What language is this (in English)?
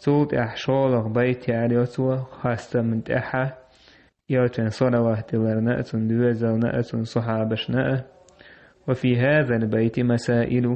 Chechen